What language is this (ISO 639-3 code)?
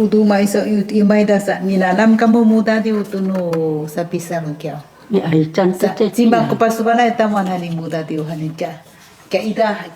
szy